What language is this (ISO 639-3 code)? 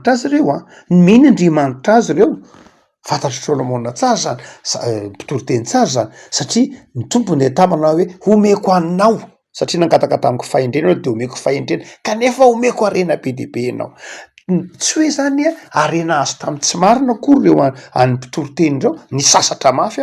mlg